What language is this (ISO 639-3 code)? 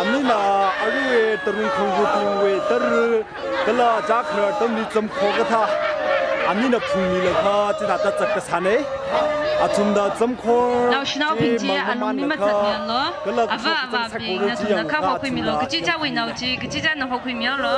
nmf